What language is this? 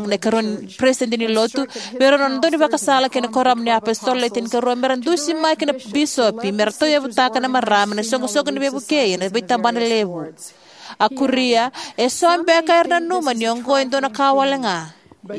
Fijian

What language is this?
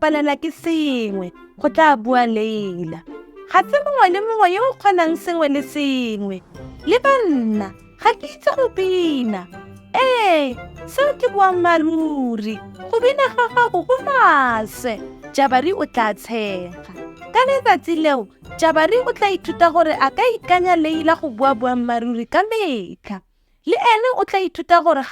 Tswana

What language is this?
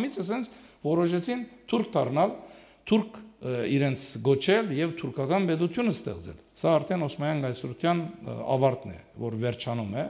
Armenian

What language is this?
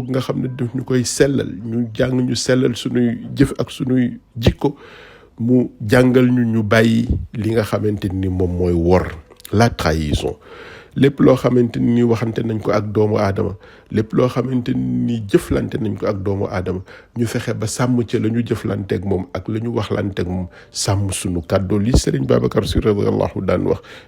Wolof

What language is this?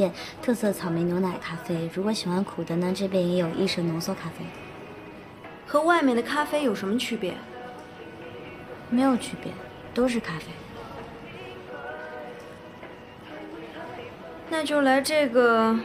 Chinese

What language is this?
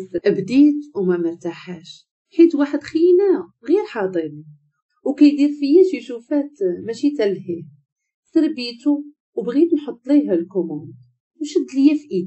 Moroccan Arabic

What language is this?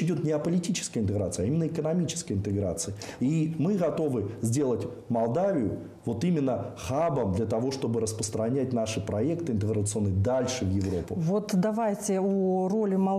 Russian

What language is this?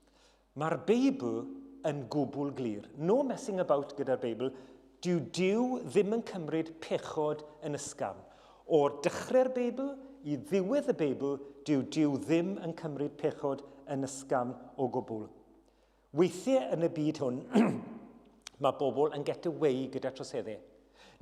Welsh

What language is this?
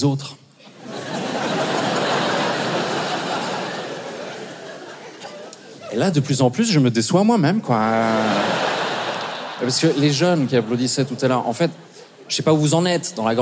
French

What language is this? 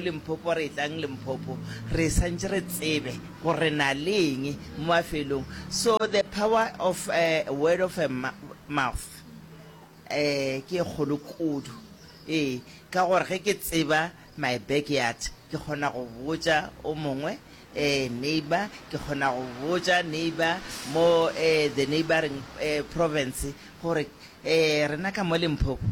Northern Sotho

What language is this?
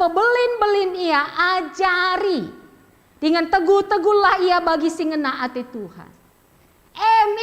Batak Karo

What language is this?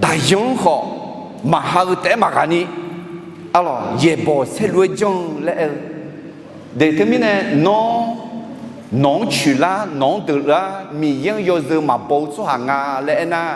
Akha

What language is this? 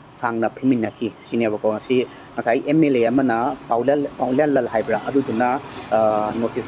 Manipuri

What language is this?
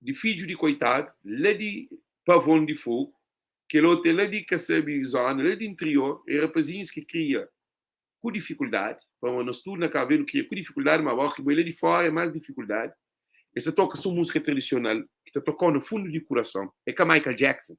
Kabuverdianu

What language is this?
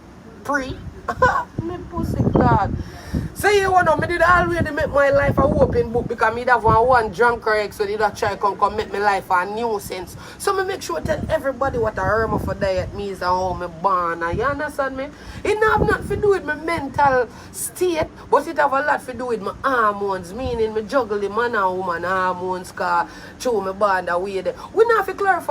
Jamaican Creole English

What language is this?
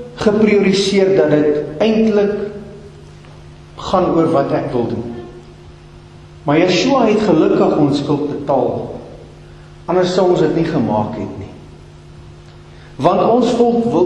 Afrikaans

